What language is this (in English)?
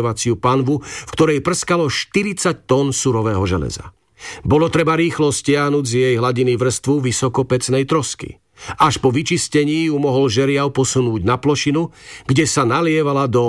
Slovak